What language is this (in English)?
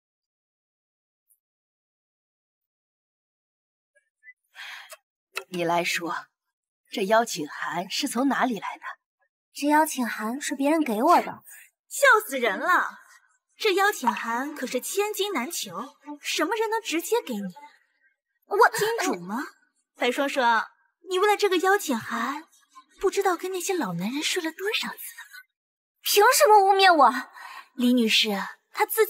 Chinese